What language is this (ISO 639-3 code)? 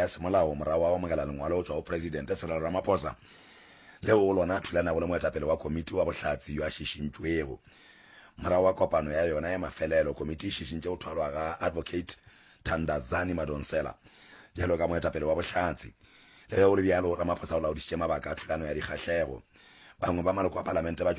nso